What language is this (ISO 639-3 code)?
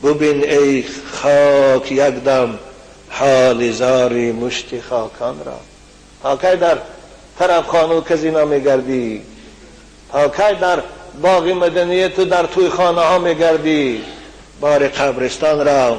tgk